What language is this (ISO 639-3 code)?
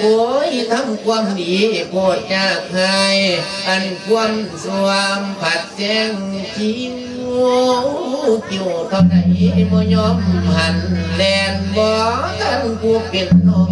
lao